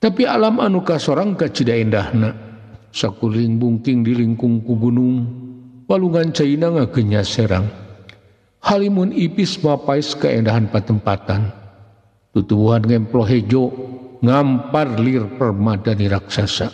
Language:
Sundanese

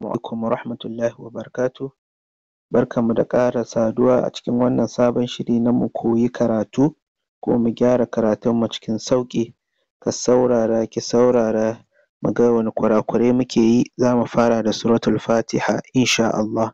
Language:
Hausa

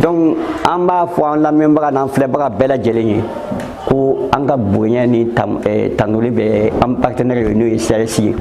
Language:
Bambara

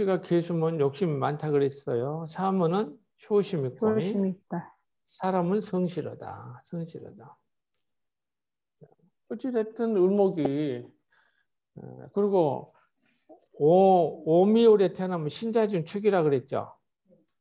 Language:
Korean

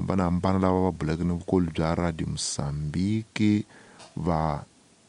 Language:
Tsonga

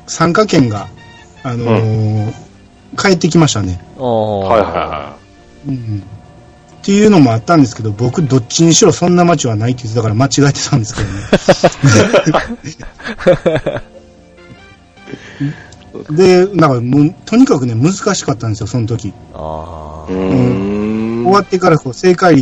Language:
Japanese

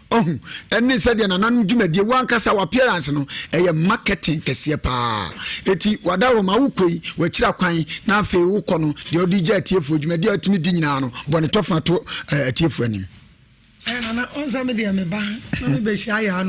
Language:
Akan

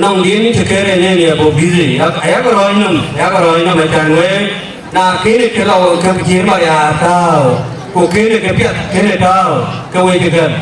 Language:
Dinka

